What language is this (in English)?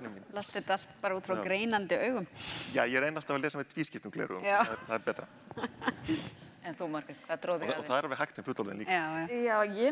Icelandic